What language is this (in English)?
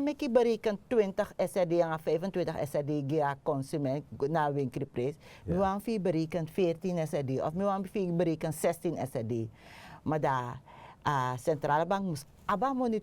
Sranan Tongo